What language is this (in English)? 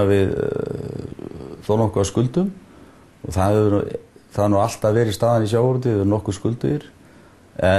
Icelandic